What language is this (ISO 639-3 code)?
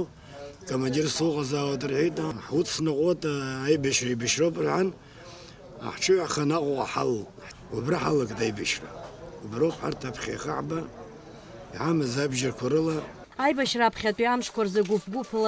abk